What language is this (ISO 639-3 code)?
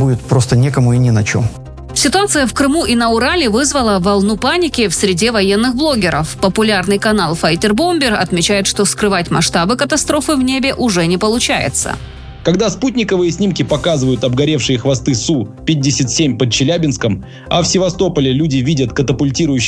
rus